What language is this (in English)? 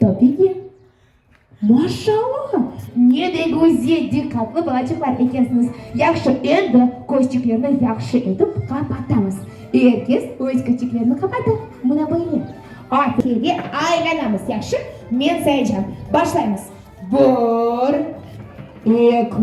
Crimean Tatar